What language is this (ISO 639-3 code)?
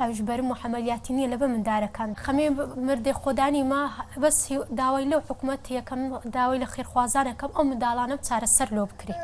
ckb